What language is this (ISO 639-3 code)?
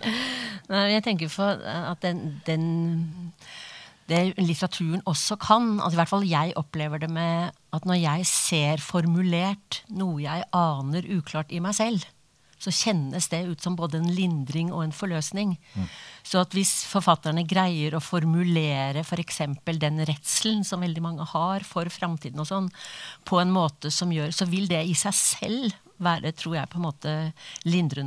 nor